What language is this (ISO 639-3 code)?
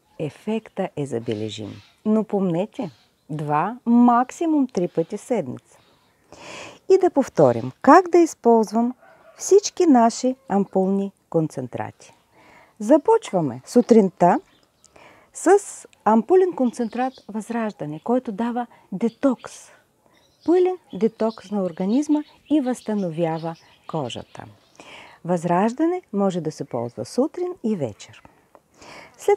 bul